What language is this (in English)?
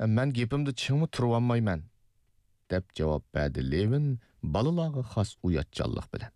Uyghur